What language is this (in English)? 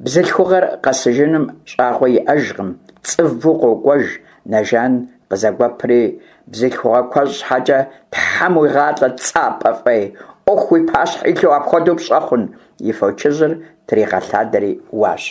Kabardian